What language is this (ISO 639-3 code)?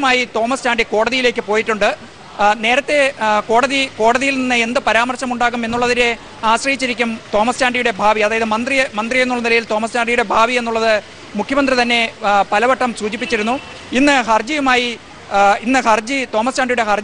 mal